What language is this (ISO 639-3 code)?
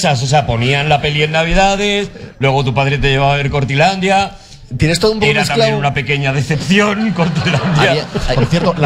spa